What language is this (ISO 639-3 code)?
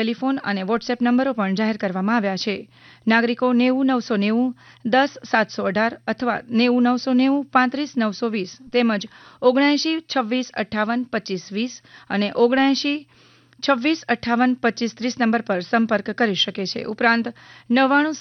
guj